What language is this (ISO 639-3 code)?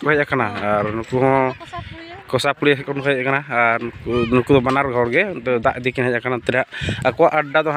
sat